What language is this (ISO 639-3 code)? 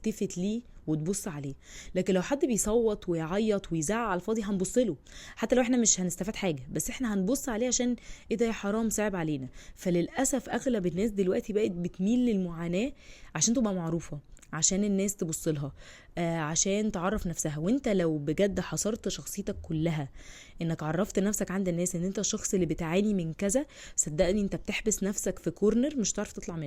arz